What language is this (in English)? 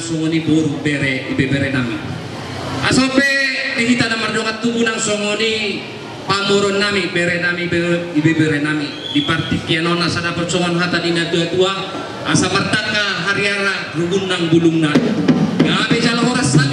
Batak Toba